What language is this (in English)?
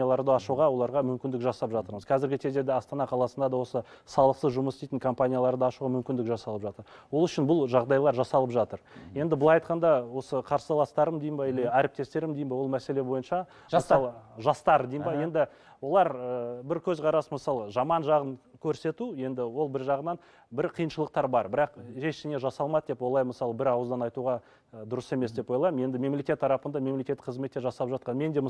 Kazakh